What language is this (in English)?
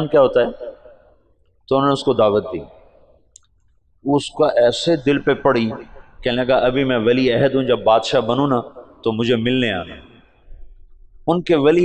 Urdu